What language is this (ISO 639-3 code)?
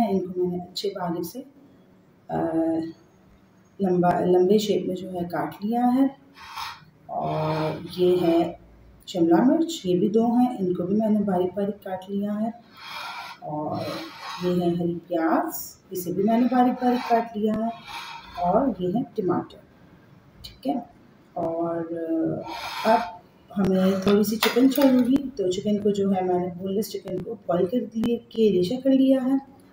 hin